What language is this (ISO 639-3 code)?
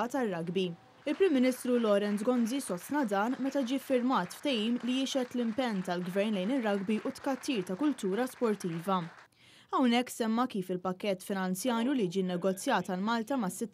mlt